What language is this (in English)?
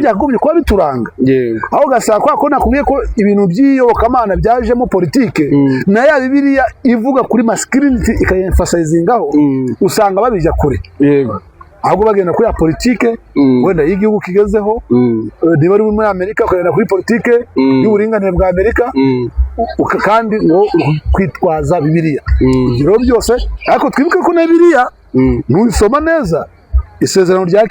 Kinyarwanda